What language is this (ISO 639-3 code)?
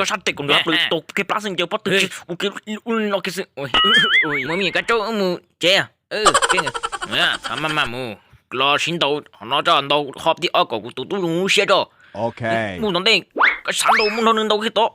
hmn